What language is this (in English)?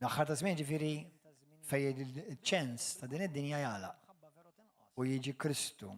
Maltese